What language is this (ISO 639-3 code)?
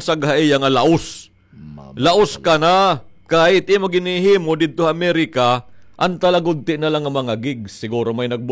war